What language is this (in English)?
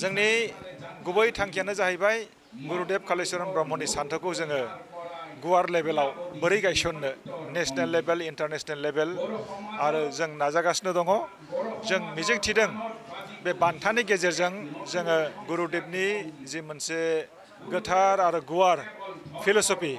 Bodo